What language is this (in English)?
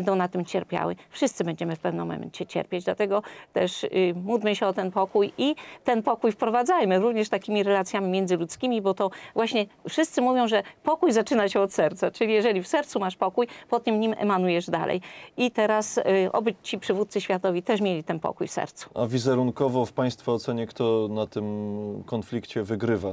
Polish